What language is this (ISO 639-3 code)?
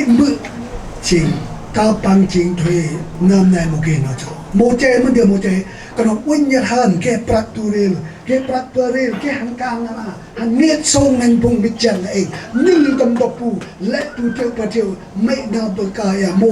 cmo